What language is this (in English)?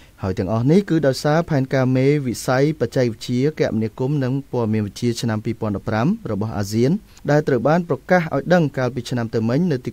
Khmer